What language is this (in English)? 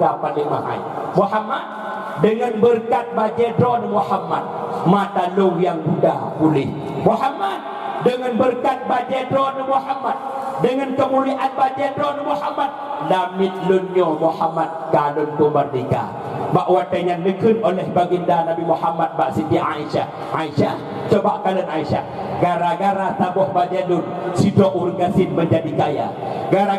Achinese